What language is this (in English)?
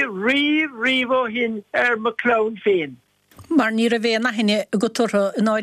Irish